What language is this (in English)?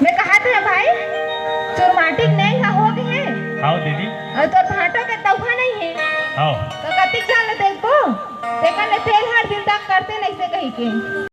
Chhattisgarhi